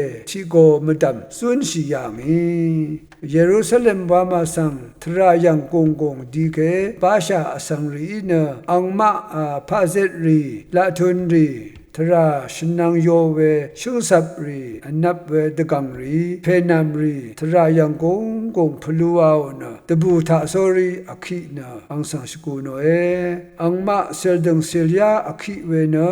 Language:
Rawang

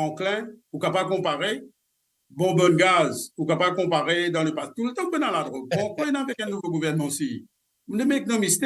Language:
Morisyen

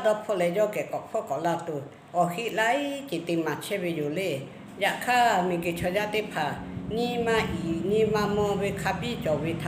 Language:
Lahu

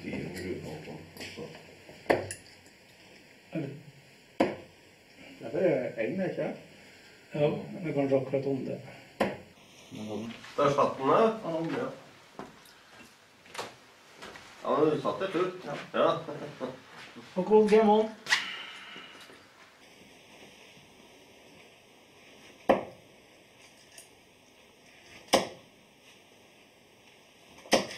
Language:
Norwegian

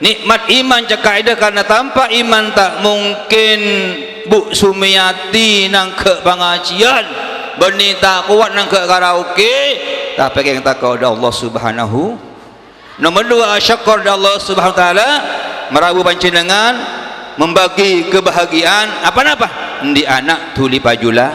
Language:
Madurese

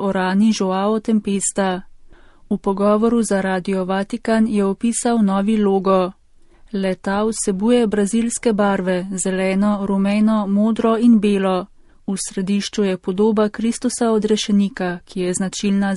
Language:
Slovenian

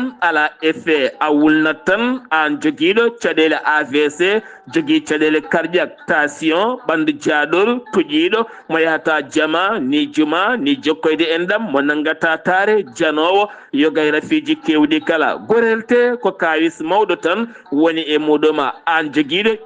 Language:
Fula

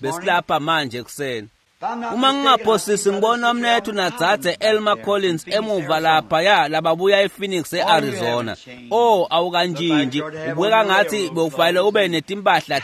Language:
Swati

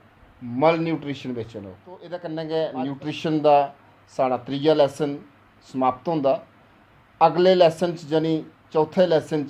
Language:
Dogri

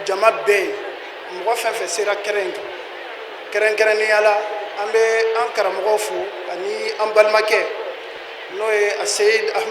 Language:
Bambara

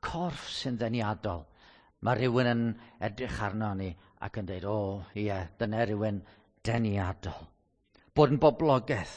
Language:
Welsh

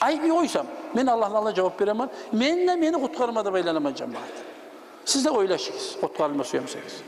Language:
Kumyk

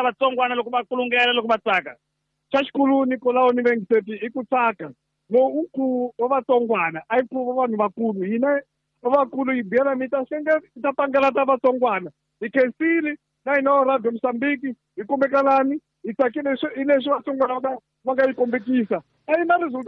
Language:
Tsonga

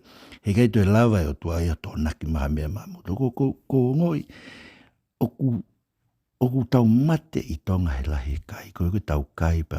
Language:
Tongan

